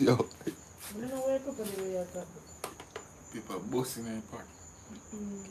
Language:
Jamaican Creole English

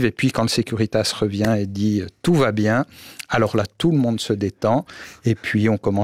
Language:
French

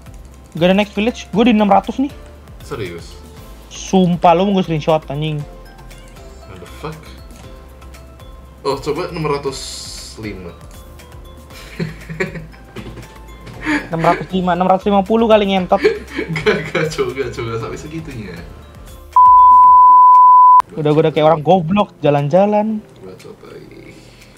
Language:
Indonesian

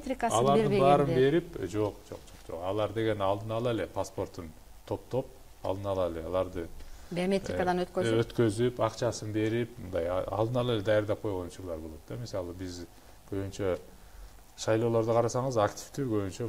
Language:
Kyrgyz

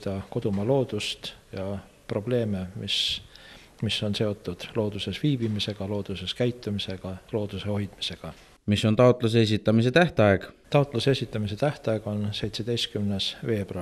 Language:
Estonian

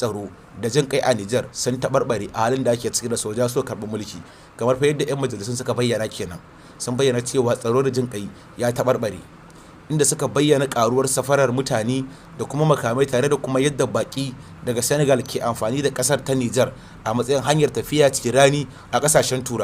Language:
Hausa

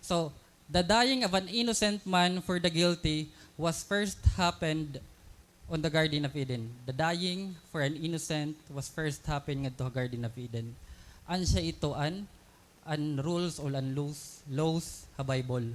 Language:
Waray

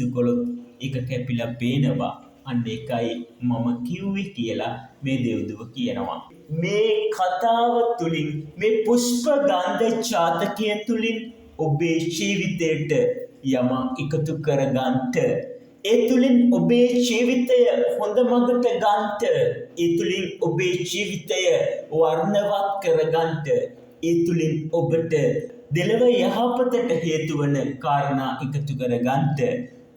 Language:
Sinhala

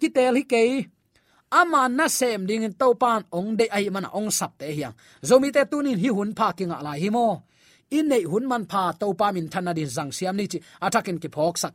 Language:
Tedim Chin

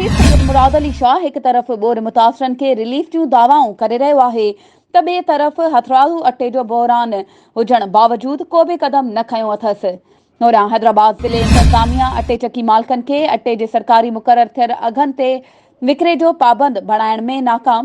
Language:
Sindhi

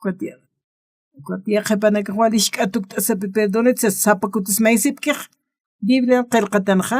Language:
Aymara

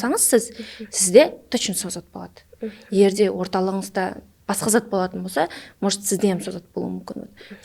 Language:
Kara-Kalpak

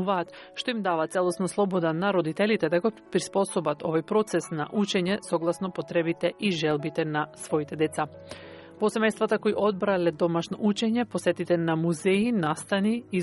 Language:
Macedonian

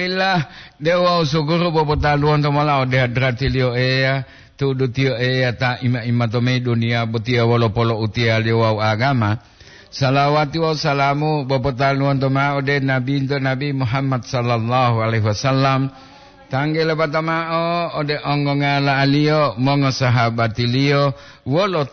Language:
Gorontalo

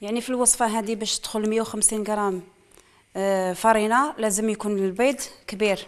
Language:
Algerian Arabic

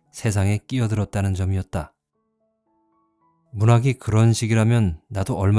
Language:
Korean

